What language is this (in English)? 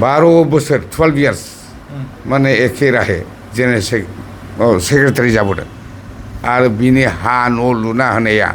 Bodo